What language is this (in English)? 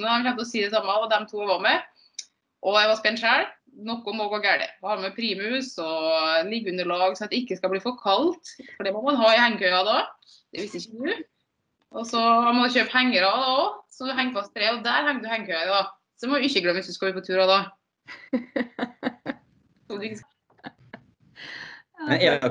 Norwegian